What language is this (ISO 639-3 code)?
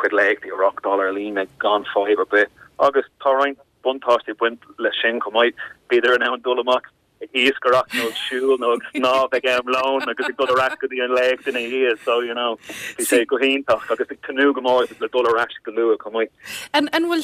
gle